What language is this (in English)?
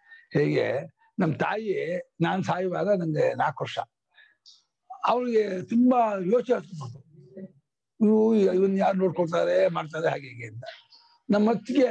Kannada